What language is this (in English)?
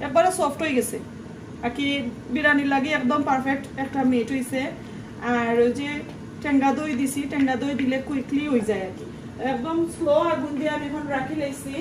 Sylheti